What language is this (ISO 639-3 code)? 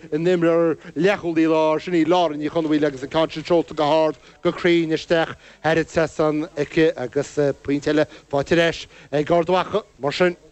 gle